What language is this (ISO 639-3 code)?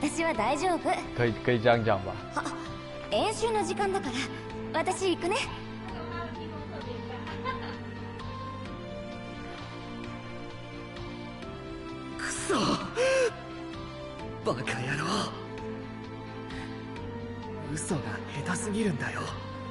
jpn